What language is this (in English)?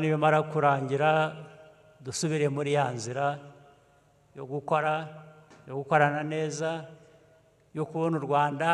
Kinyarwanda